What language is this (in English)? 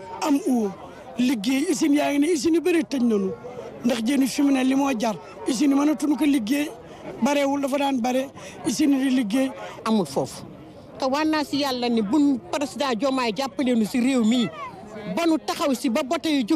Wolof